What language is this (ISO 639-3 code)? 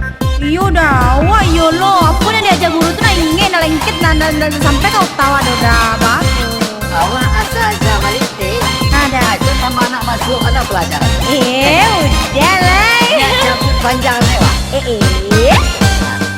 min